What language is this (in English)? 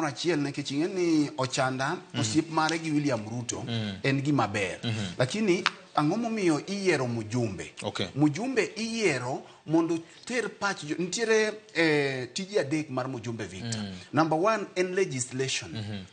Luo (Kenya and Tanzania)